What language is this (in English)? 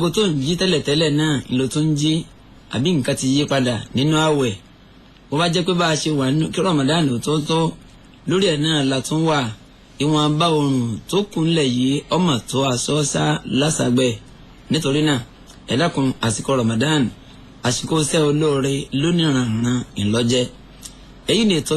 Yoruba